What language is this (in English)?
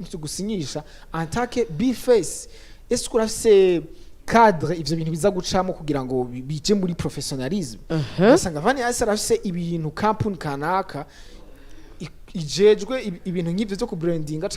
Rundi